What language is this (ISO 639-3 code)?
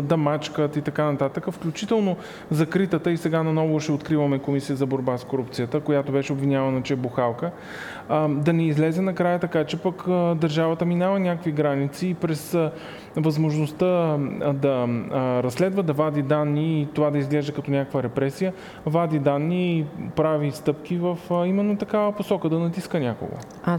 bul